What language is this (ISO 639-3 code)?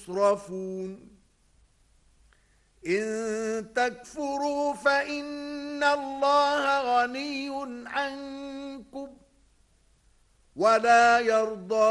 ara